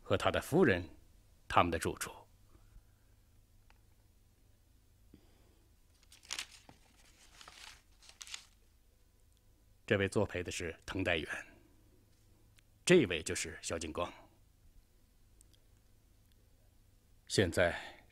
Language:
Chinese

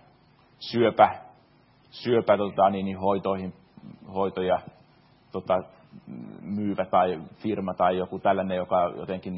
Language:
Finnish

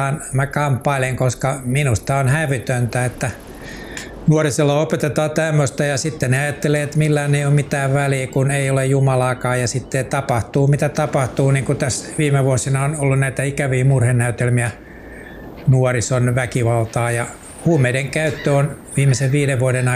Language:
Finnish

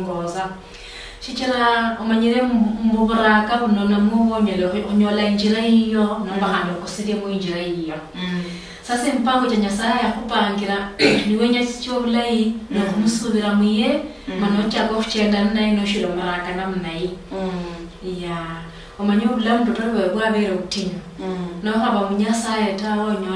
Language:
Luyia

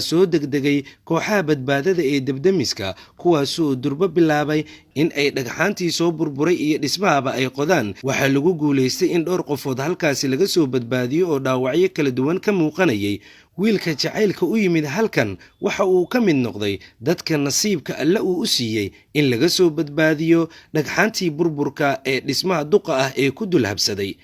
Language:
Somali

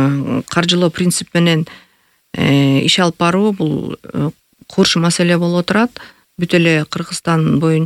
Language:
Kyrgyz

